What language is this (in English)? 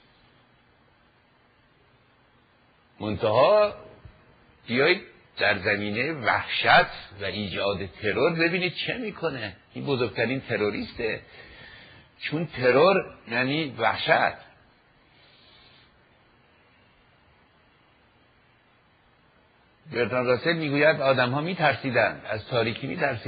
Persian